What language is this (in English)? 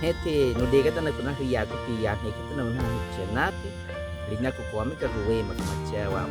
Baniwa